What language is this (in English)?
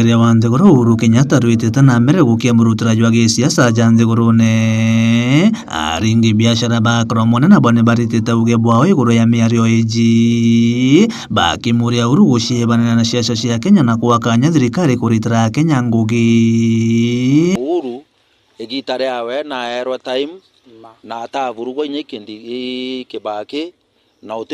Meru